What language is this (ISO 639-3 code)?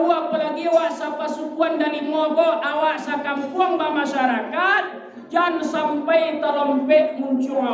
min